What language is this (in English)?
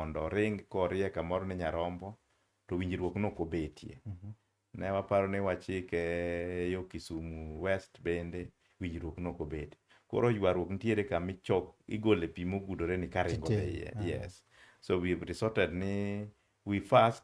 Luo (Kenya and Tanzania)